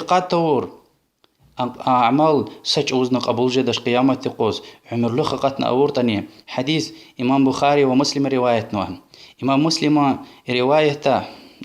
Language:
Lezghian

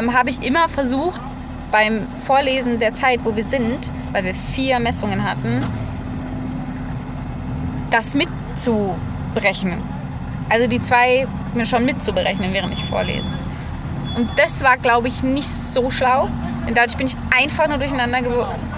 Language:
German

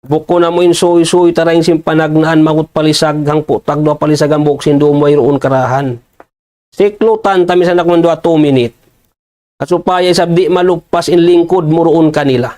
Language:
Tausug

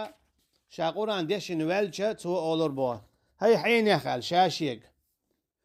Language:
Chechen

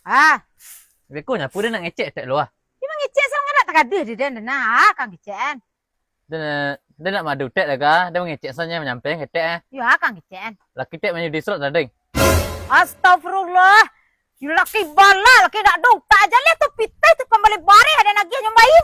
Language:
Minangkabau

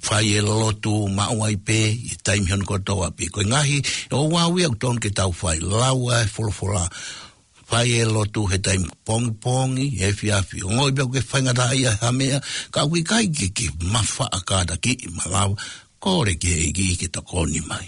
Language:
Tongan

